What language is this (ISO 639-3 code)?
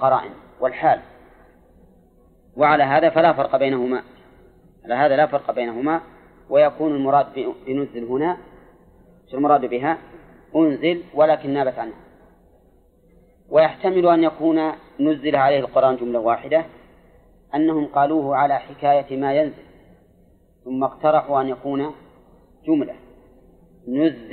ara